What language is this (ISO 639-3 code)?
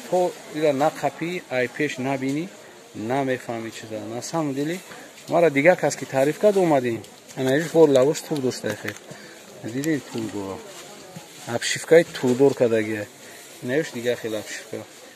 tgk